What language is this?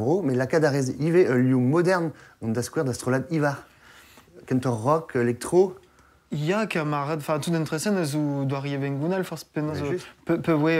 Breton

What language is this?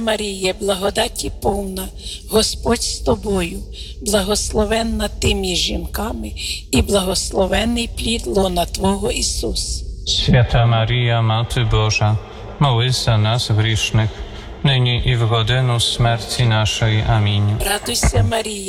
Ukrainian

